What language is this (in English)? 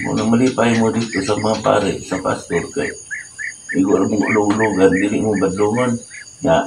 Cebuano